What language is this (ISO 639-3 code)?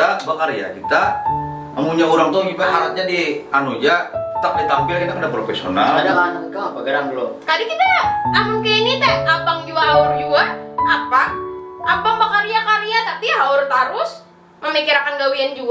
bjn